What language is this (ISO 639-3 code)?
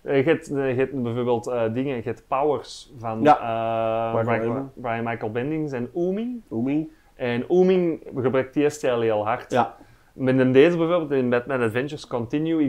nld